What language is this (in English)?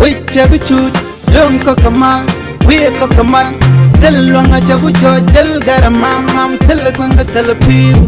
Nuer